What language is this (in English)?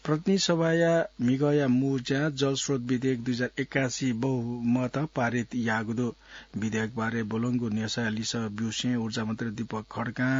Newari